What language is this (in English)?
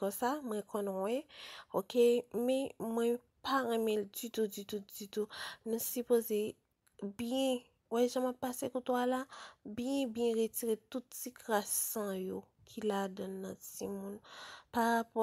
Haitian Creole